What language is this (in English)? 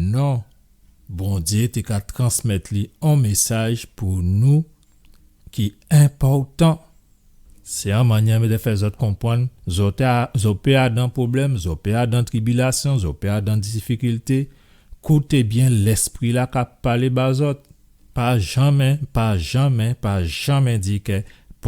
Guadeloupean Creole French